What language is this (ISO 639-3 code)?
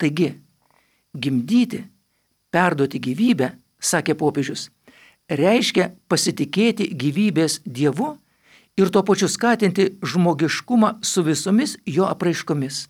lit